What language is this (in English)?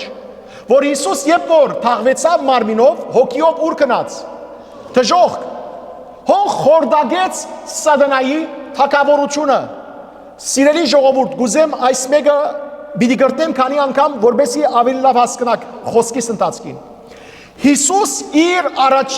Western Armenian